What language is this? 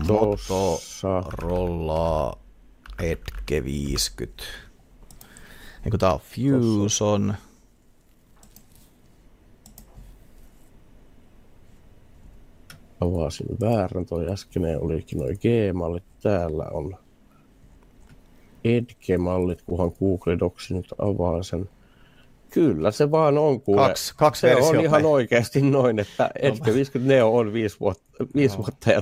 Finnish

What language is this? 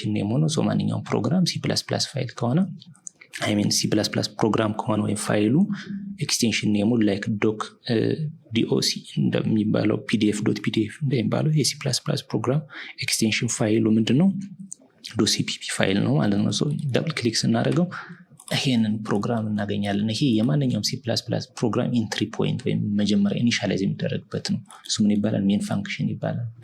Amharic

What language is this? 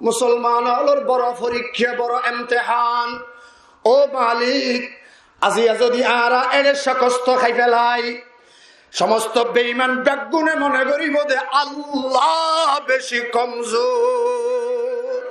Rohingya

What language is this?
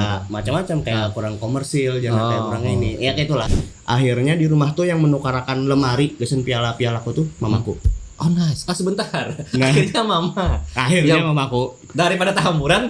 Banjar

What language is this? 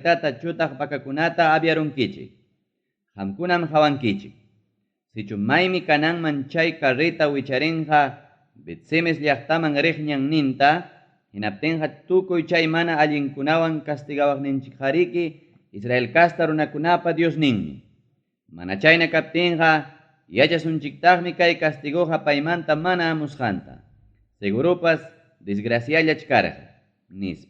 Ayacucho Quechua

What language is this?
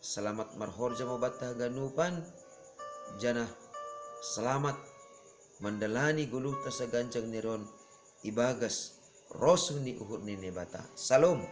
Batak Simalungun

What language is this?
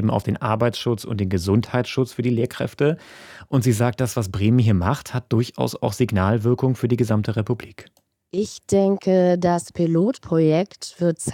German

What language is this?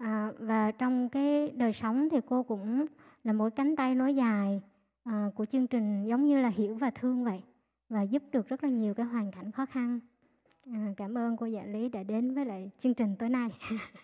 Vietnamese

